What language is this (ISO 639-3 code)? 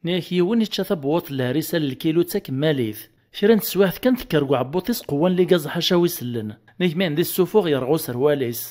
kab